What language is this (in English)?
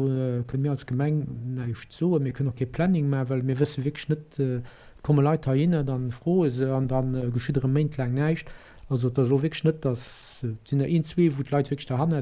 Luxembourgish